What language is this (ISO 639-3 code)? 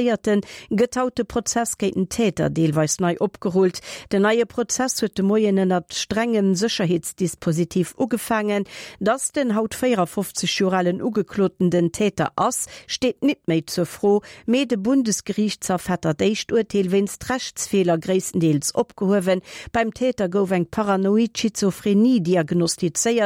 ltz